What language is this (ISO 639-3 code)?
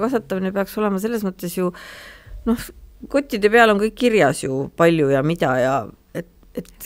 est